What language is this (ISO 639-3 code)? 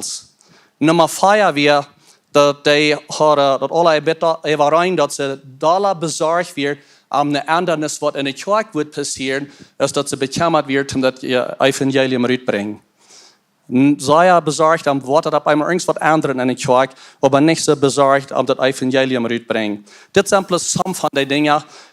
pdt